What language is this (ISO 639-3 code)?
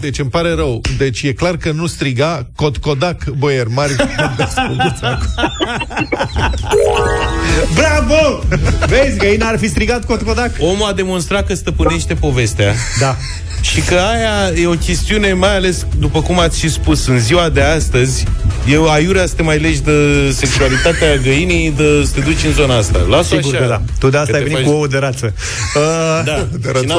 ron